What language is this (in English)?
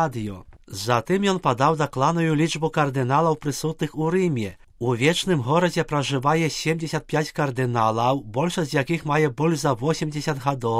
Belarusian